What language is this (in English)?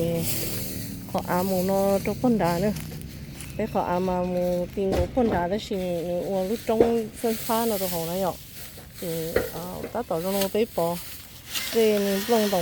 Hmong